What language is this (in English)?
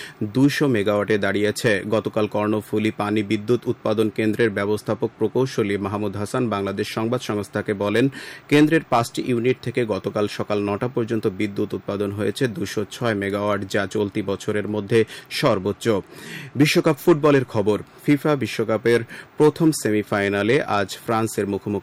Bangla